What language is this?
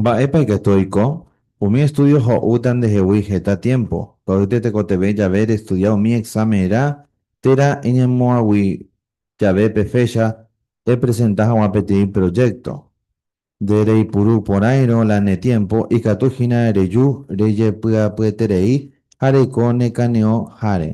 Guarani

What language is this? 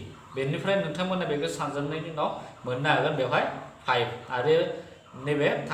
Bodo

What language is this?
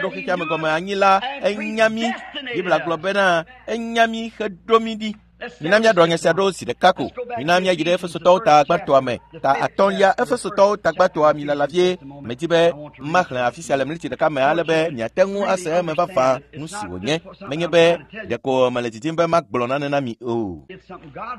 Ewe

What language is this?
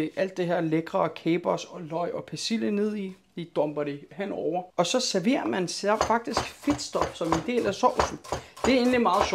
Danish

